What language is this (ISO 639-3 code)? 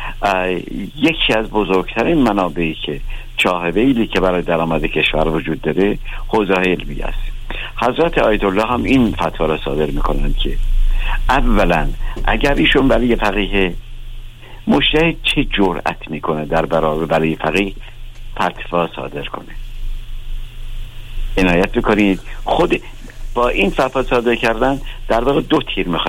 fas